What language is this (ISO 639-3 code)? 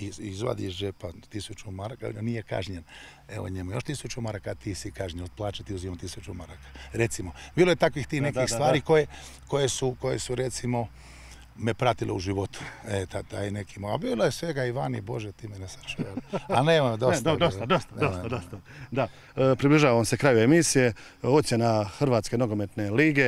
hrv